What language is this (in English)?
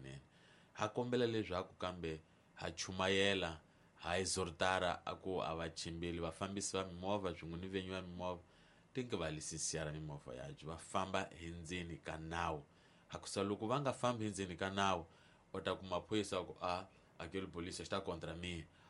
Tsonga